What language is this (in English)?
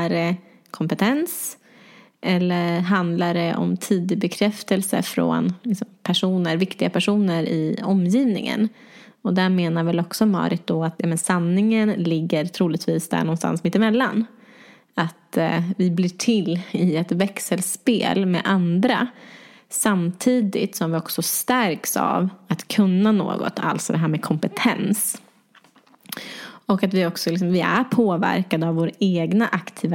Swedish